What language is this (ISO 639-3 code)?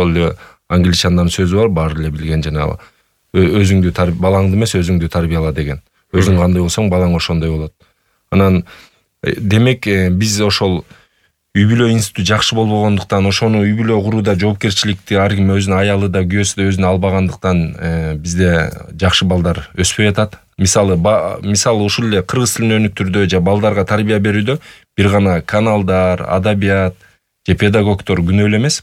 kir